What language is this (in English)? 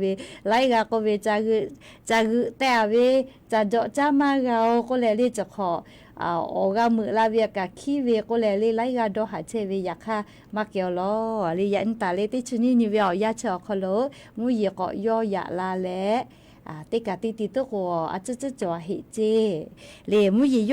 Lahu